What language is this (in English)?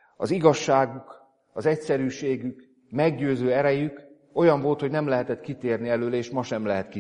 Hungarian